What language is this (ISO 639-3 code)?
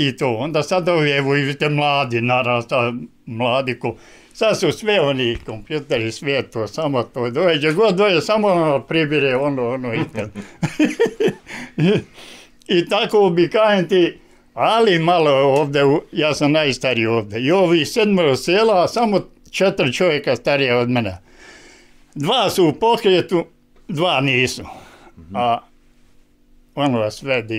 bos